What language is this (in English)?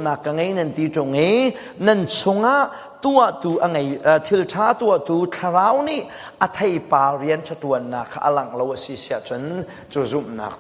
Hakha Chin